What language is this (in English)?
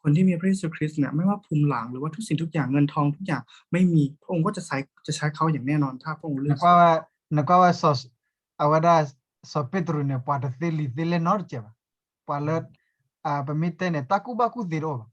S'gaw Karen